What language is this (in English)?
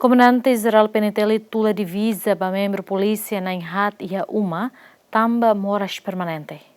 Tetum